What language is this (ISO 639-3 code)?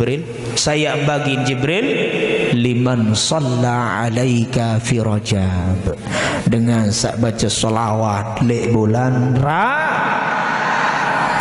sas